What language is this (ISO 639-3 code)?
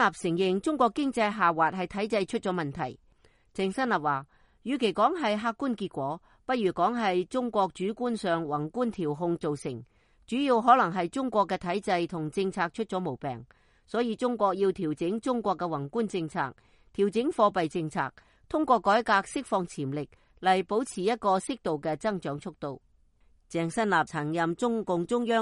yue